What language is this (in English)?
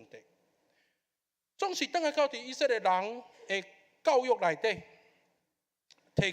Min Nan Chinese